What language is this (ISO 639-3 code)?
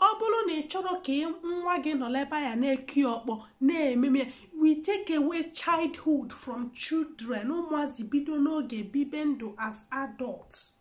ibo